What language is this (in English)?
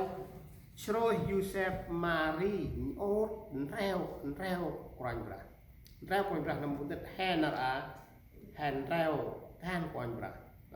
Central Mnong